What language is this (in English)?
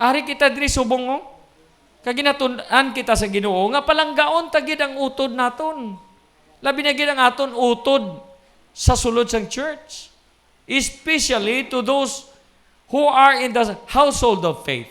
Hiligaynon